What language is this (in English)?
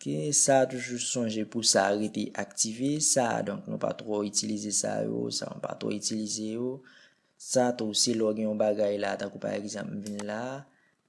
Haitian Creole